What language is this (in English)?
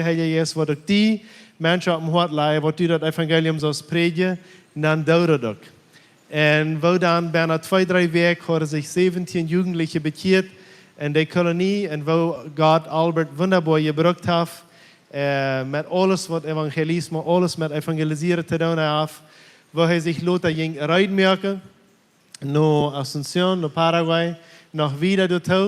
Plautdietsch